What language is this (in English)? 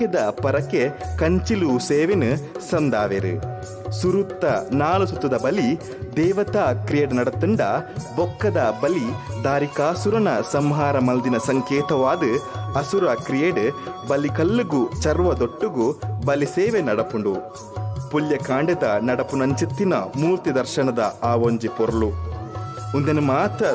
Tulu